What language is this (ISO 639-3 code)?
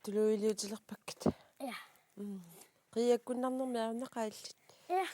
kal